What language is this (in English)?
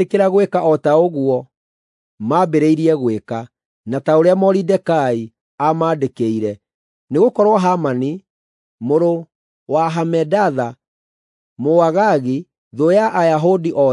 Kikuyu